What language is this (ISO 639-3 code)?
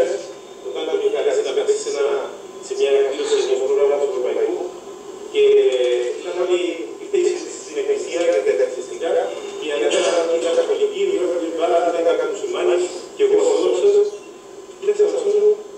ell